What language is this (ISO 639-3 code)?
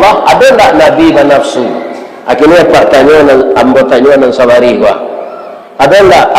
min